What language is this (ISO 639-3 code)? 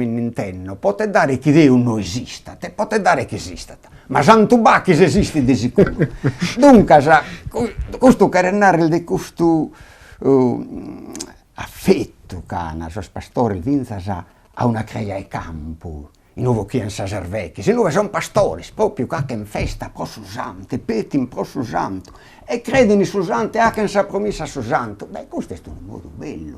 srd